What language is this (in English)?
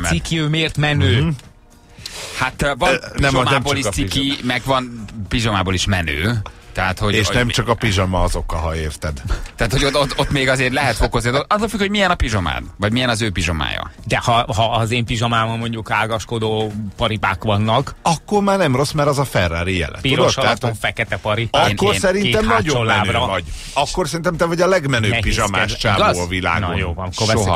Hungarian